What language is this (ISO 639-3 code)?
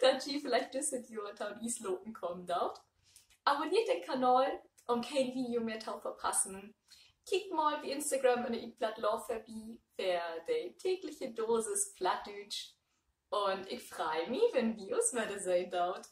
nds